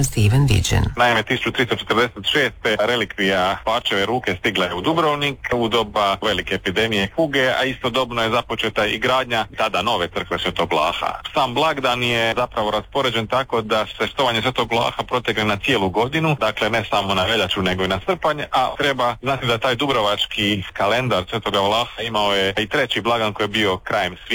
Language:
Croatian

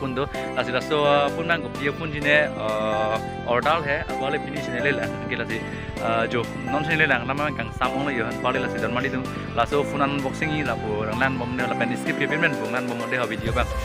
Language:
Karbi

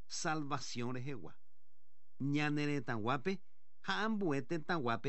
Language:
Guarani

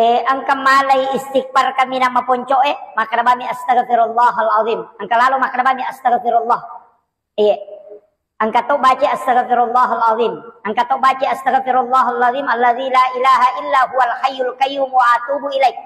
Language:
Buginese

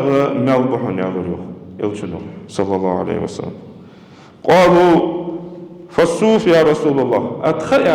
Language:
Ingush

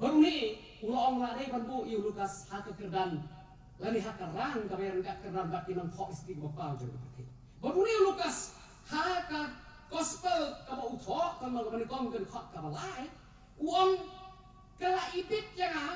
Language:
Khasi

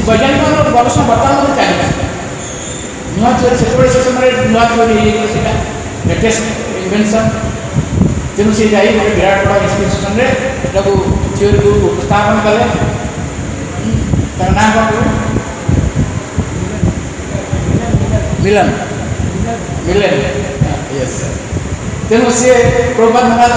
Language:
Odia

